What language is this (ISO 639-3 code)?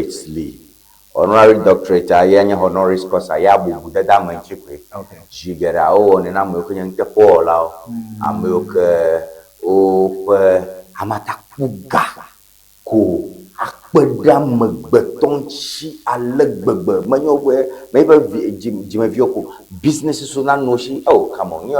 ewe